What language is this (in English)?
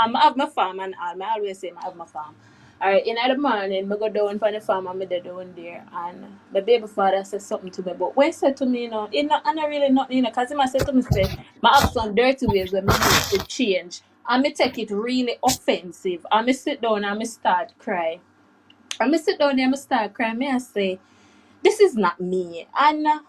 Jamaican Creole English